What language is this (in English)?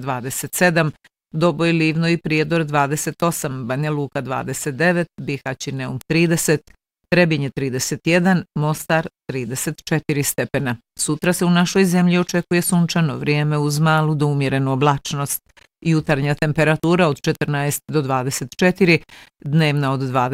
Bosnian